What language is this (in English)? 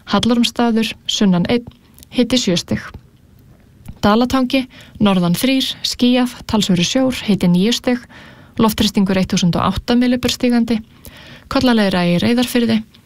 Icelandic